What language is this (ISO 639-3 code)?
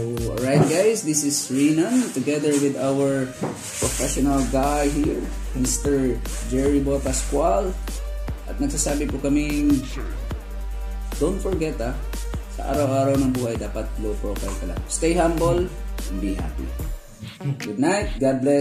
fil